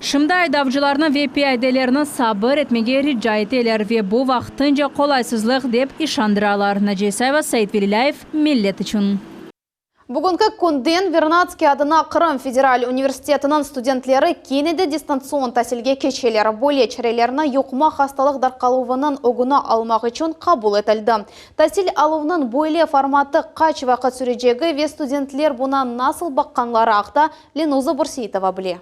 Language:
Crimean Tatar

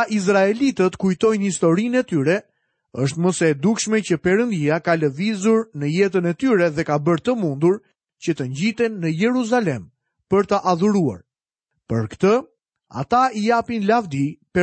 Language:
Albanian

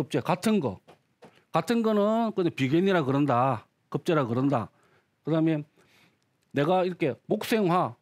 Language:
Korean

